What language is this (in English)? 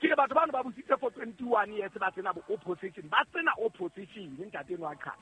Southern Sotho